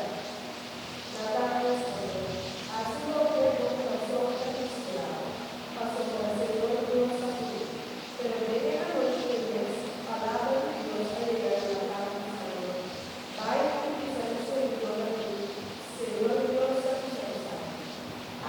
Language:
Papiamento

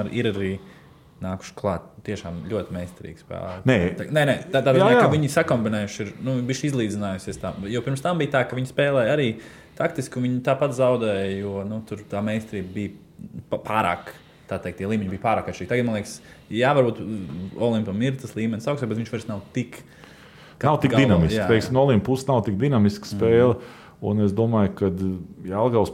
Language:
Latvian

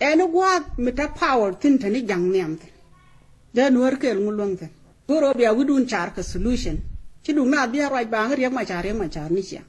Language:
Nuer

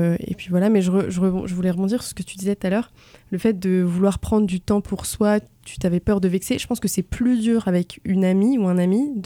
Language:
French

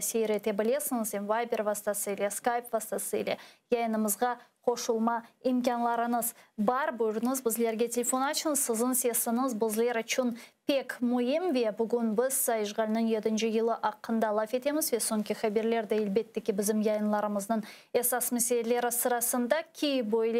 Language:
Crimean Tatar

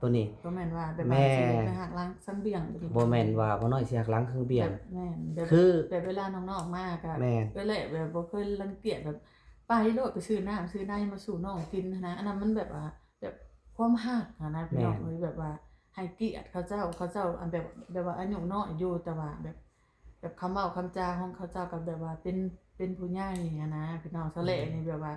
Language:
Lao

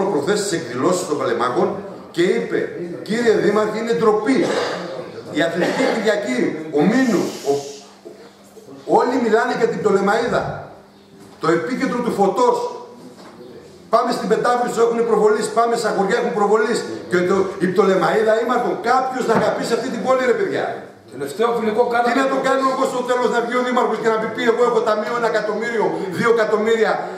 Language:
Greek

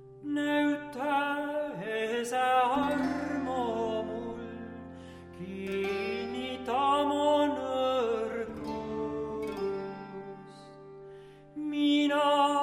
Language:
Estonian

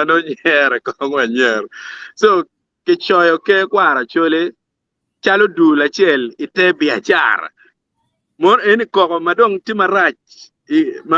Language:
Acoli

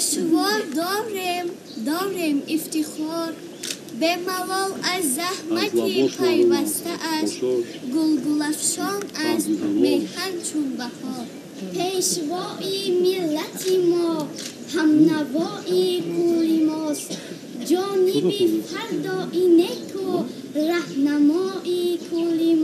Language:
Tajik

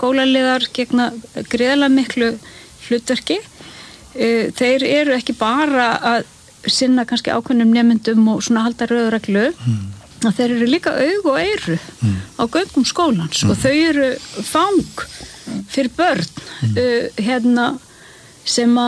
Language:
Icelandic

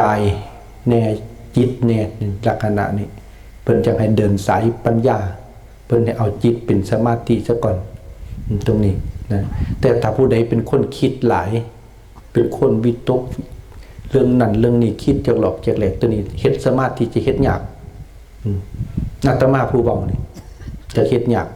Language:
Lao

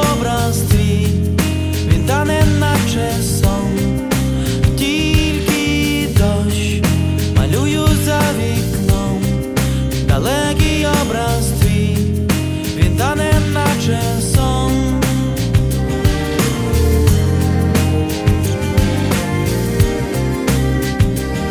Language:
Ukrainian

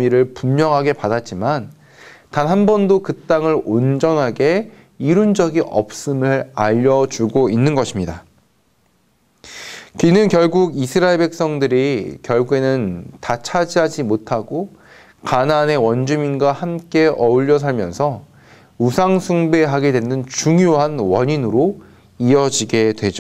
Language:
Korean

